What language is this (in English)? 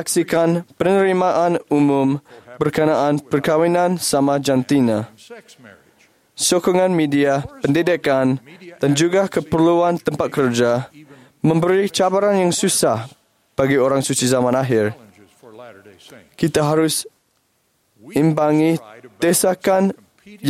Malay